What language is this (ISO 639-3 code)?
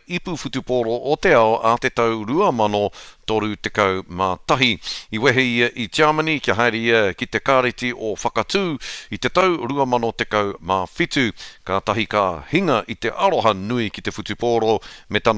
mri